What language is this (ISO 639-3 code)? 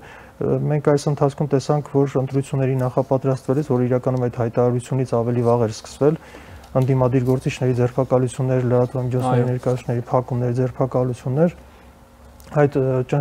hye